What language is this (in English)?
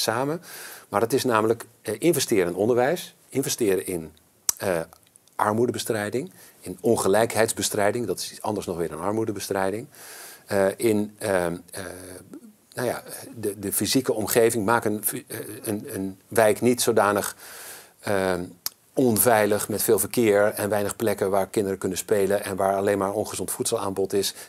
Dutch